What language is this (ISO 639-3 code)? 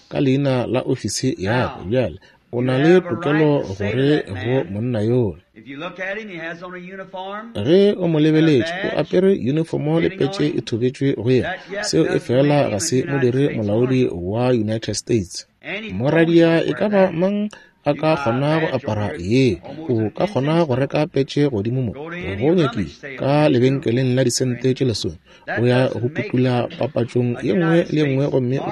nso